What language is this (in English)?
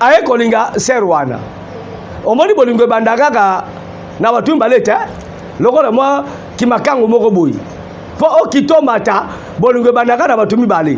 Lingala